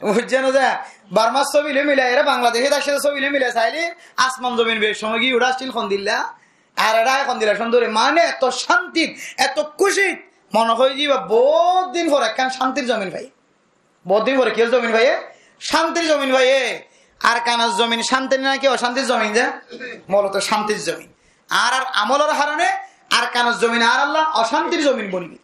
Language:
Rohingya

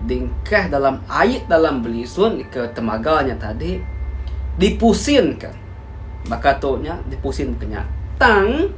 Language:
Iban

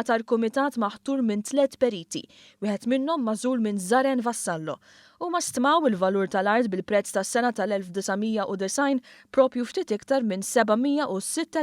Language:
Maltese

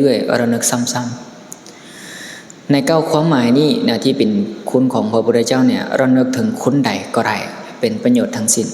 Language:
Lao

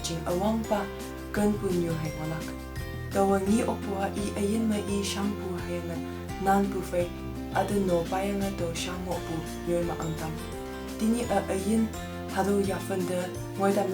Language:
Konyak Naga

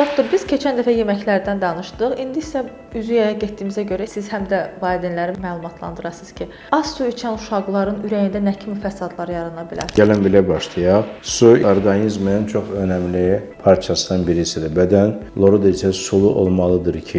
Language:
Azerbaijani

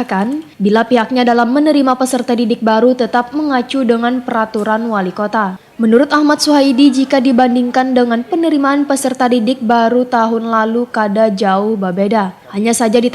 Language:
Banjar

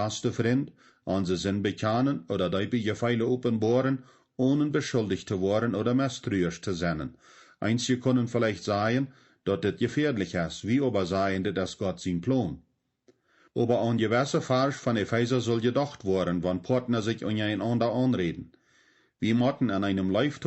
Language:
Plautdietsch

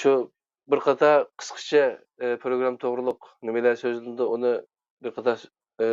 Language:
Uyghur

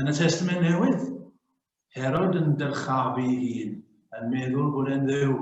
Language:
Welsh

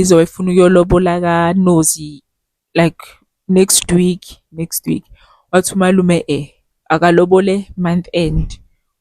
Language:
Zulu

